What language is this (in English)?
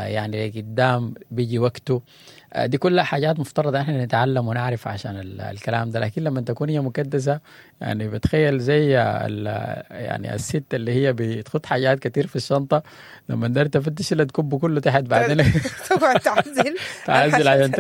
Sudanese Arabic